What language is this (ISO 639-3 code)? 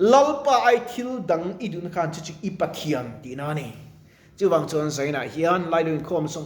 lus